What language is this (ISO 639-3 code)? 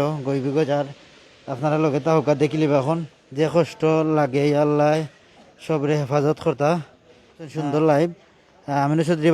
syl